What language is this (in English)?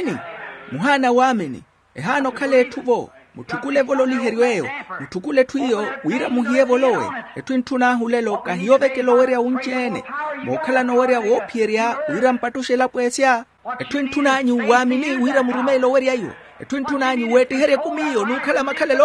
Makhuwa